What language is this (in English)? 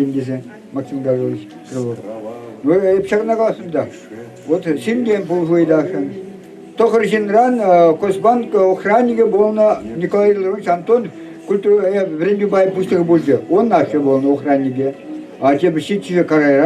Chuvash